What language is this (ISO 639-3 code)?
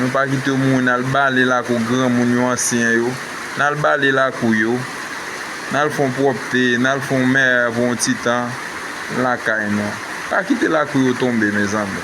hat